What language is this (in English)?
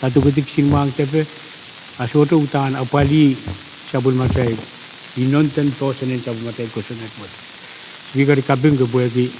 Pohnpeian